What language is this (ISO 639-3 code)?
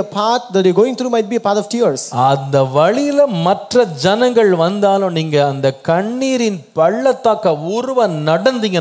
tam